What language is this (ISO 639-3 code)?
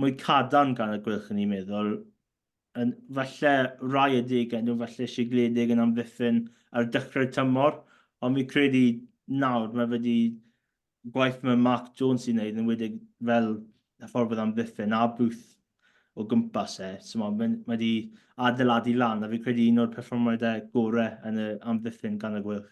cym